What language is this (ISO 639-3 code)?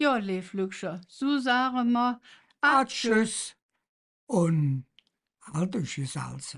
ksh